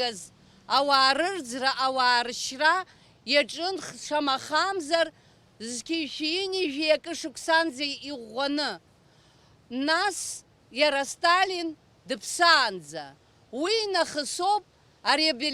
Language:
Abkhazian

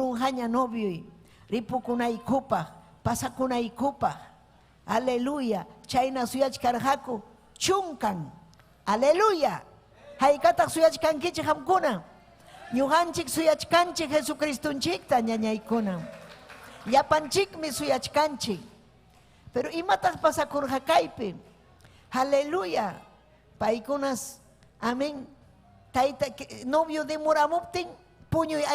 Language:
Ayacucho Quechua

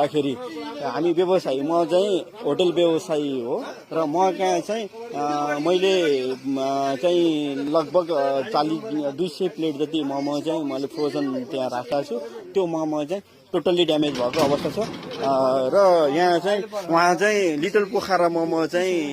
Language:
Nepali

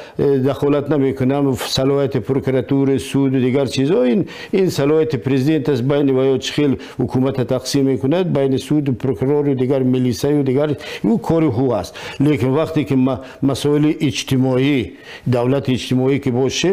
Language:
Tajik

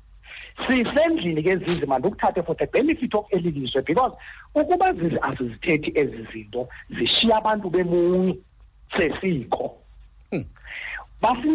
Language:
Xhosa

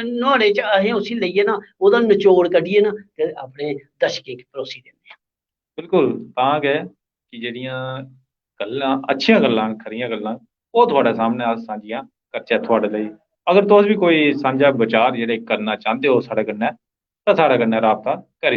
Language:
Dogri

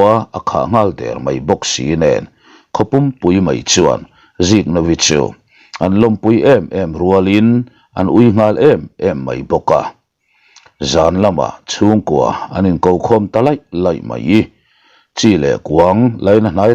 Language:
Mizo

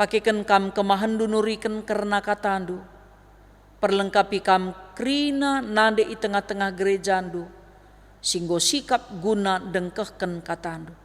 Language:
Batak Karo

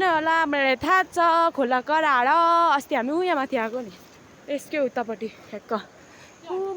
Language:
Nepali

